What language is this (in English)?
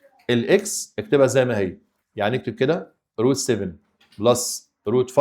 Egyptian Arabic